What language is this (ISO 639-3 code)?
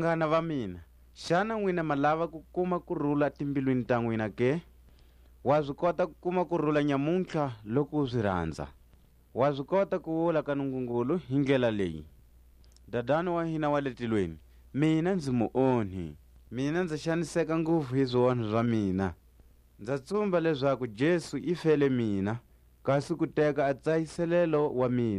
tsc